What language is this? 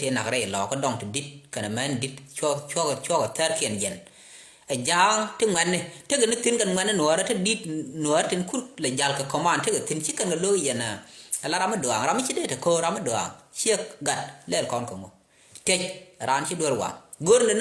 Nuer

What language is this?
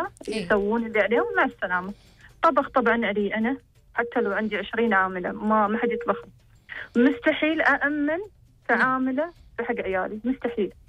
Gulf Arabic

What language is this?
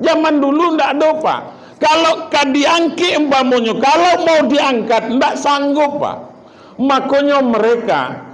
Minangkabau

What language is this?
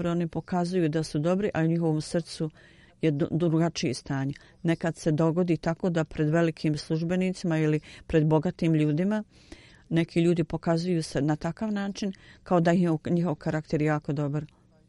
Bosnian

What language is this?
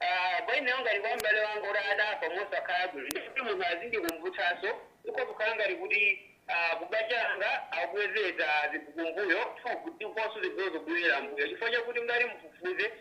Nyanja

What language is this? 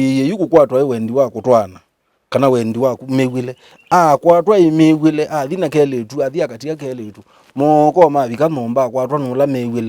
Kamba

